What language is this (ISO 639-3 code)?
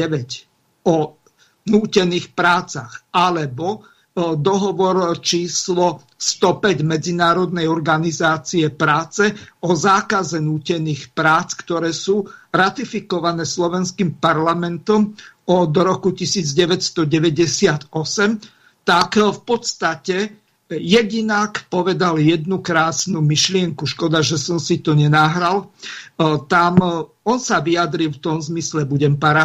slk